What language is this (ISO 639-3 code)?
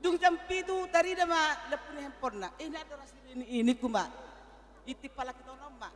bbc